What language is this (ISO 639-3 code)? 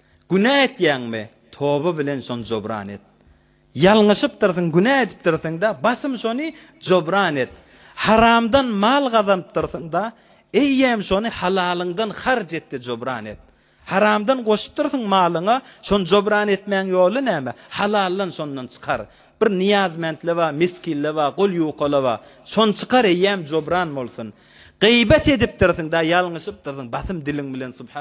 tuk